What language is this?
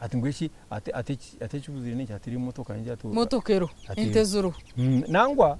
Nyankole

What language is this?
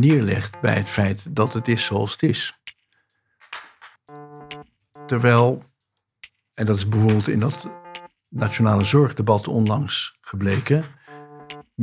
Dutch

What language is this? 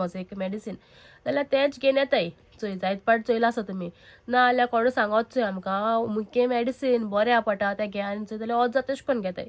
Konkani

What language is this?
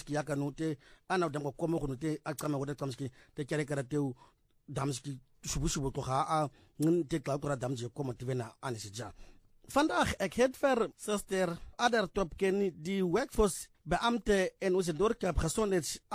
Afrikaans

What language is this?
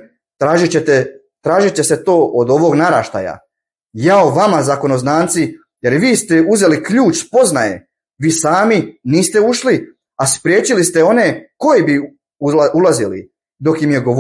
Bosnian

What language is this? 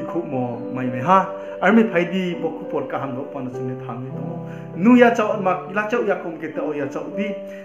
Riang (India)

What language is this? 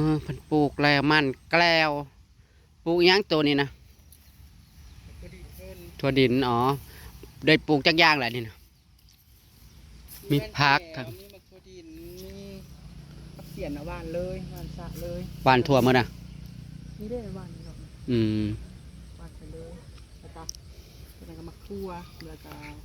Northeastern Thai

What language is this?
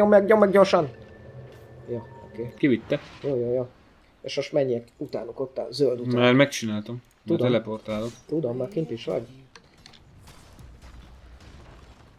Hungarian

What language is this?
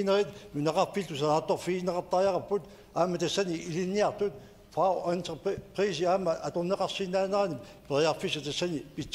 Kalaallisut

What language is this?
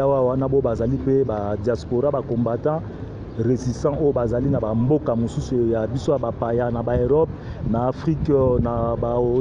Lingala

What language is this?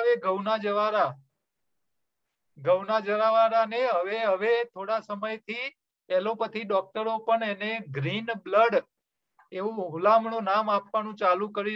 Gujarati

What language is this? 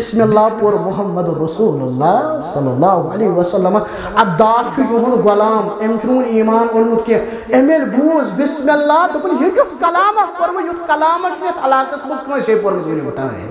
Kashmiri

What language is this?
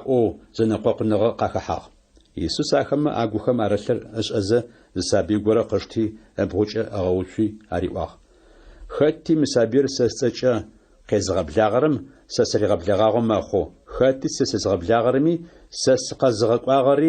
Adyghe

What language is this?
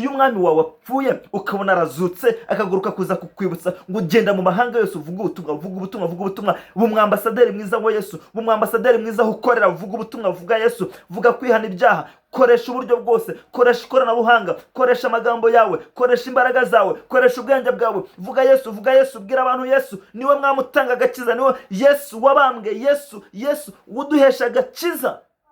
Kinyarwanda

